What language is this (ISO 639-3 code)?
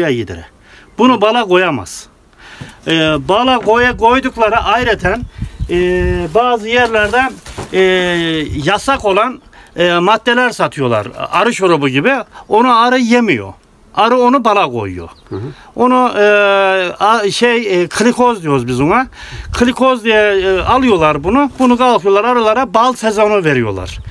tur